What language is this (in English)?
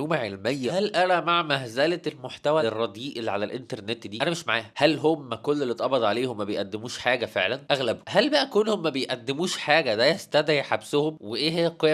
Egyptian Arabic